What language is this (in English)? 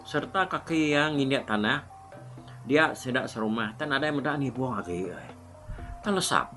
Iban